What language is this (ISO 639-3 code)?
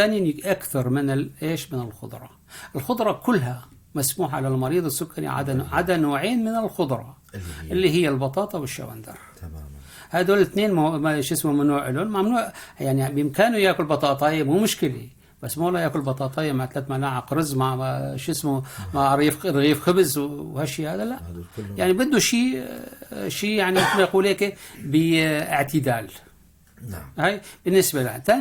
apc